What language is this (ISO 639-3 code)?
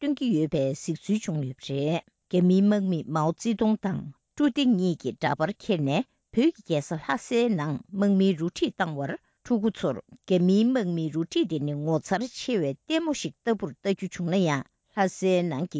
bod